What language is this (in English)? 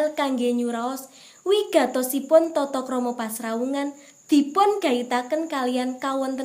Javanese